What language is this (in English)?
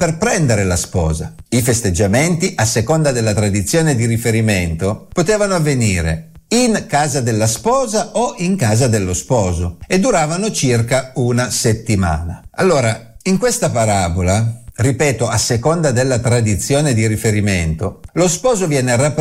Italian